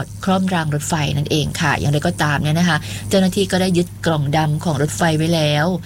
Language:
Thai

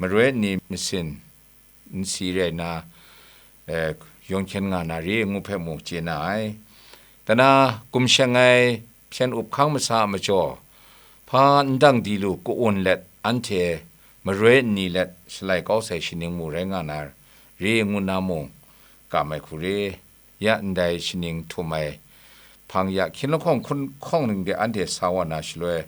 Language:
Kachin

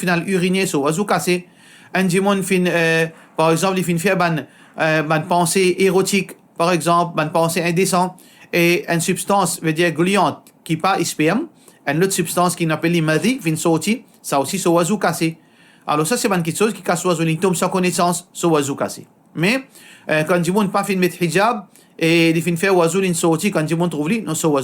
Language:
Morisyen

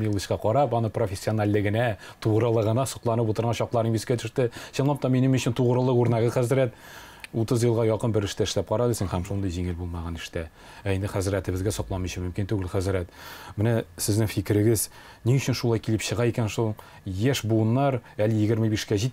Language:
Tatar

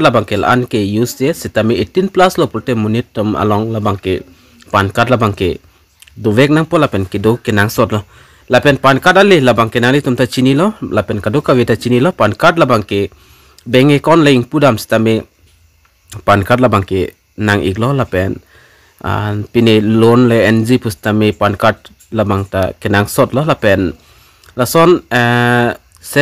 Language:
Karbi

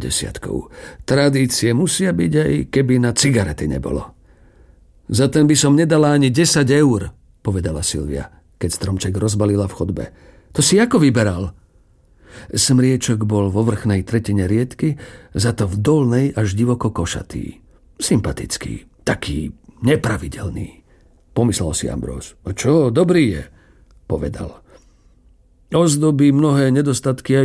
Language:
Slovak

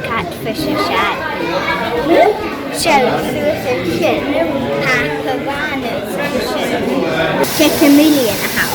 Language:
Scottish Gaelic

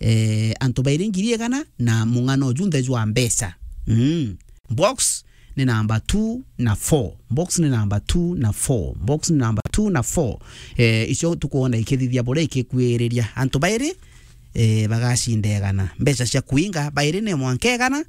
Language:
Meru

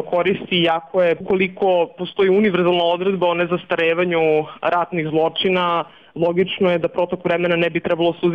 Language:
Bosnian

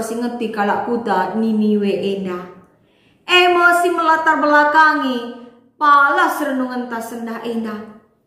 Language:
Batak Karo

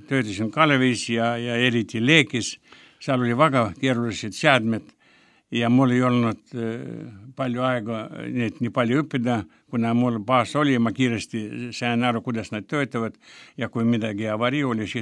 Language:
Estonian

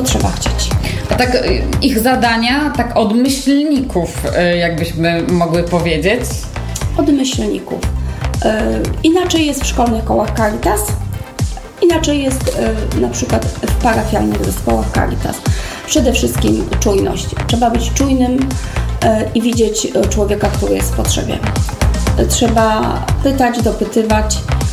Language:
Polish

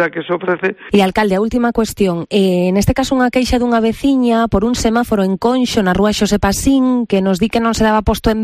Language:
Galician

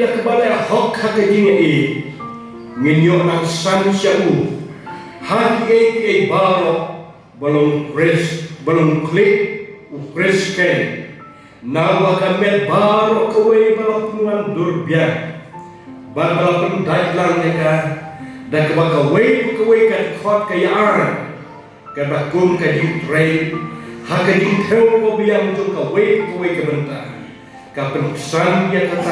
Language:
Khasi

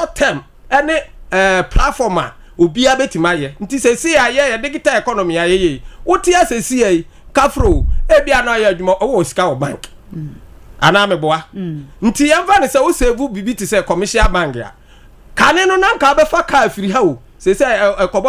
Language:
Akan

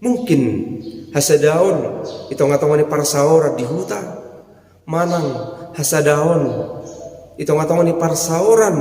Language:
Batak Toba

